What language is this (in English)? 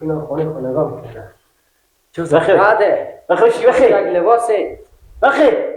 Persian